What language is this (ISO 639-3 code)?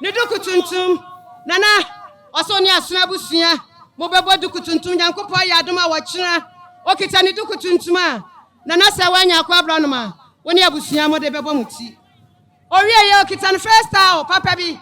aka